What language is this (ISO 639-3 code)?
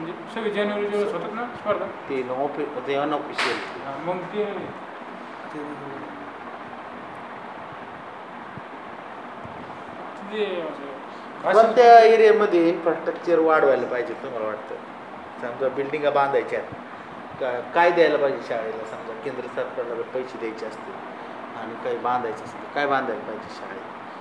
mar